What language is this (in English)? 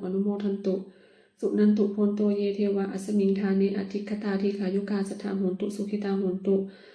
Pali